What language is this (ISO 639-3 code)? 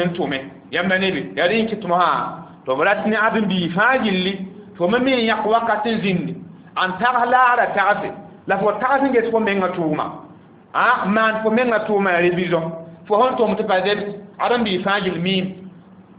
mos